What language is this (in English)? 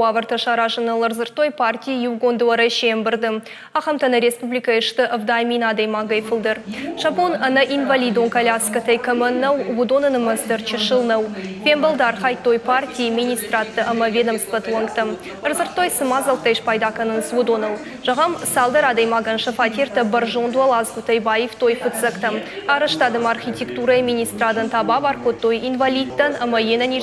Ossetic